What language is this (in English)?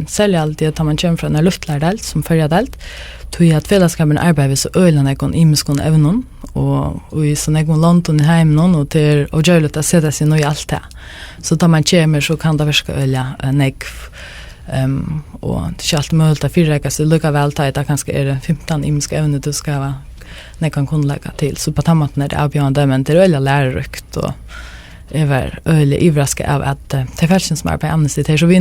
Faroese